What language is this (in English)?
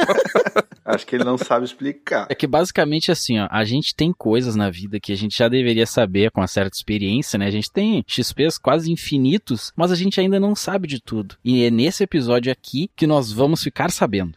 Portuguese